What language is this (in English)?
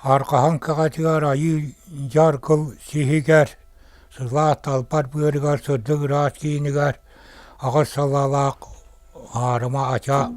Yakut